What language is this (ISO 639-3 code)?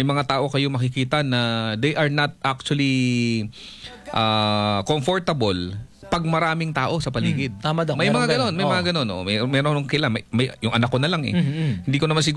fil